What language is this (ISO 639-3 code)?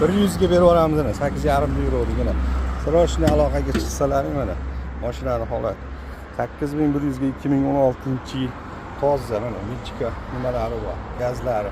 uzb